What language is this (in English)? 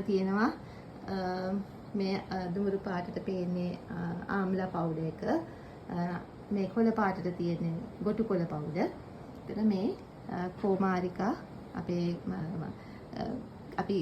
Sinhala